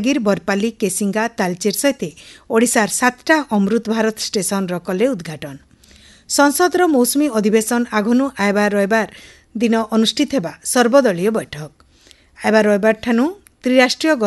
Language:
Odia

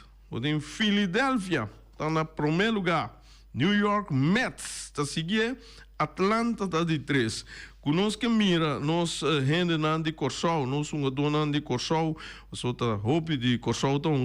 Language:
Papiamento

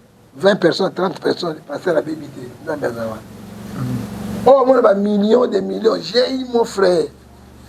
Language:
Lingala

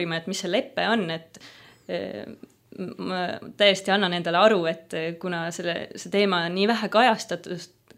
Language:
Estonian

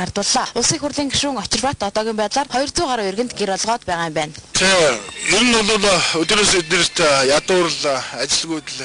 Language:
Mongolian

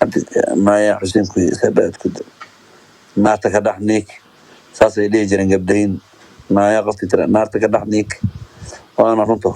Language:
Somali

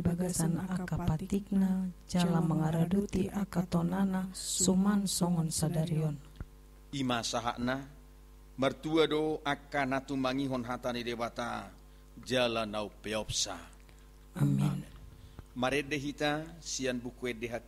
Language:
Batak Toba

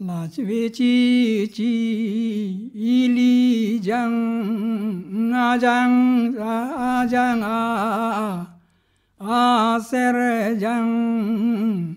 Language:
Karbi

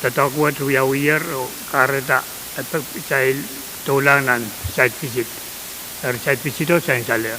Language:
Pohnpeian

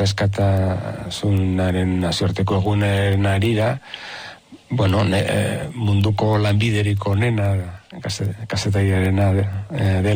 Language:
Basque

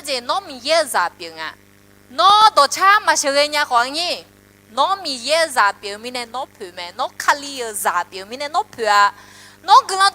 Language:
Akha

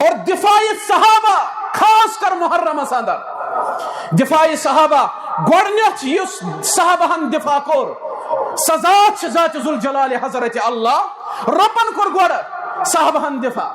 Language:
Kashmiri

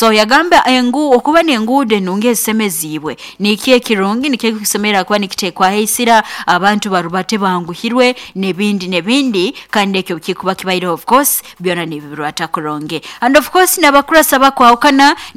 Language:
Nyoro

